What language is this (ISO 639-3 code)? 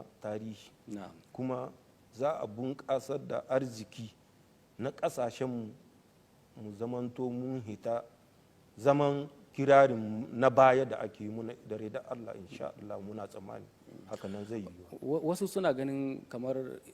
hau